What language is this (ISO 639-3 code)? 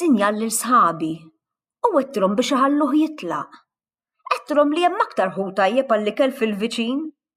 mlt